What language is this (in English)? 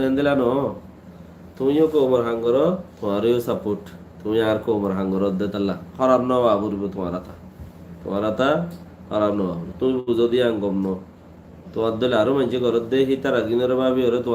Rohingya